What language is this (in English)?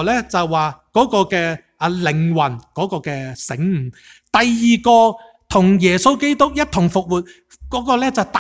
Cantonese